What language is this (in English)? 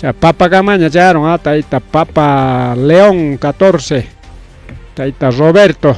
Ayacucho Quechua